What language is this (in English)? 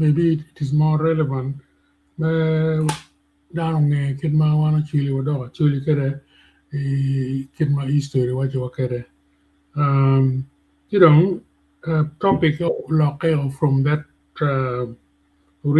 Acoli